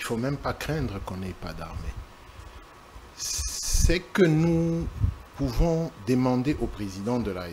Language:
French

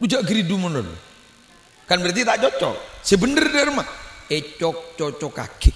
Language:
Madurese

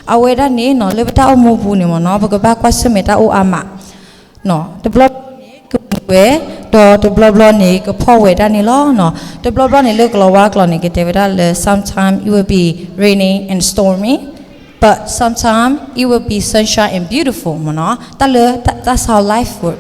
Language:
S'gaw Karen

